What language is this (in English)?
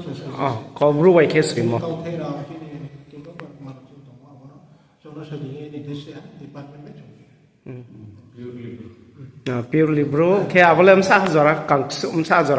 Riang (India)